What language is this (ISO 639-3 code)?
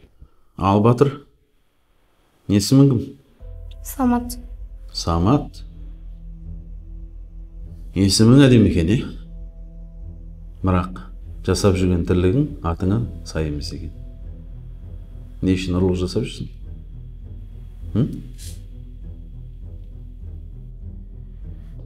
kaz